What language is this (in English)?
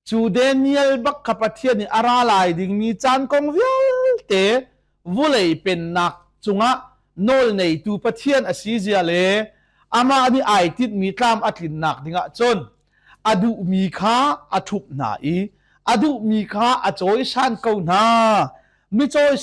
Hakha Chin